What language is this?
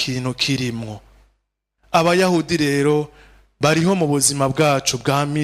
Rundi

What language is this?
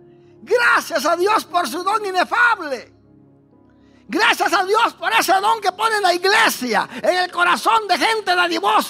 Spanish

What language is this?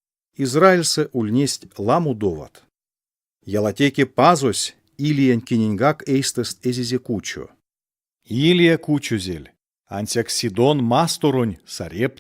Erzya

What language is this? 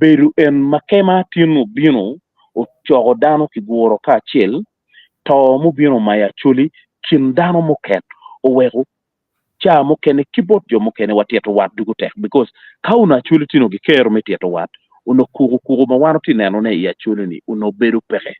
Acoli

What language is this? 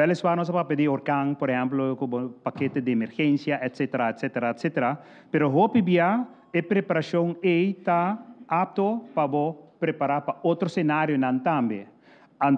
Papiamento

